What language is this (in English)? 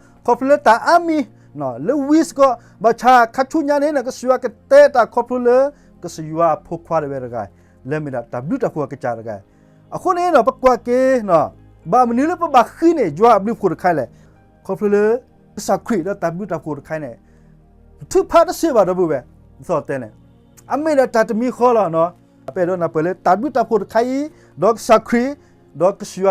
S'gaw Karen